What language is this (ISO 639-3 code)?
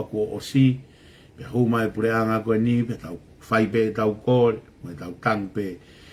ton